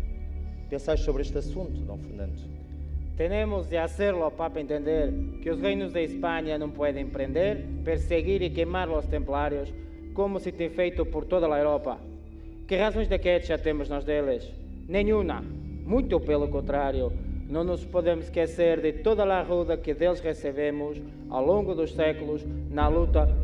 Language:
Portuguese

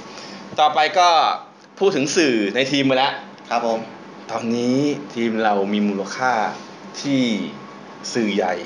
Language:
Thai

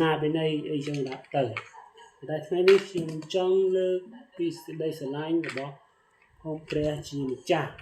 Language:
Khmer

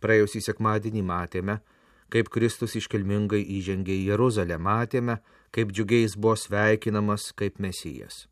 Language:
Lithuanian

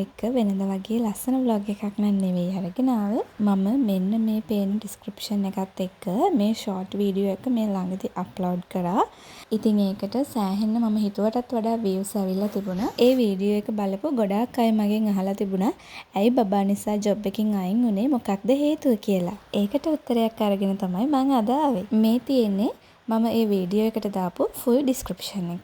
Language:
Sinhala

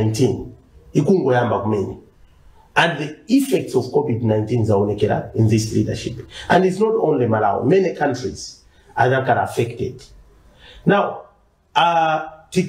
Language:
Nyanja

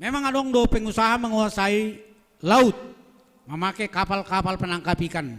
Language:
Batak Simalungun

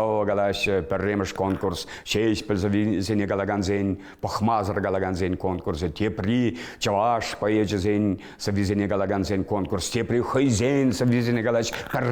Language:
Chuvash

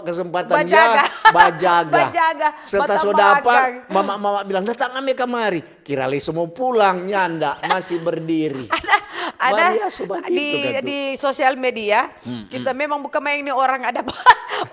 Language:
Manado Malay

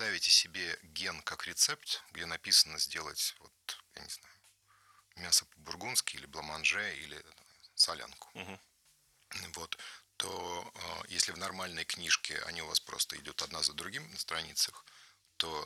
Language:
Russian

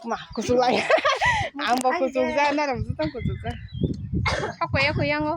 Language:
Kok Borok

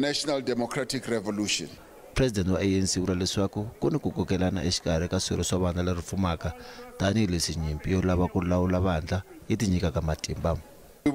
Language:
Tsonga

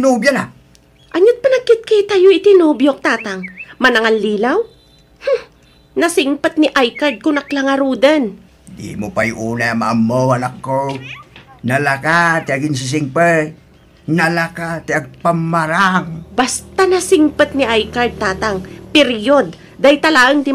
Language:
Iloko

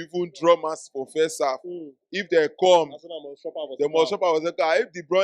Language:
Nigerian Pidgin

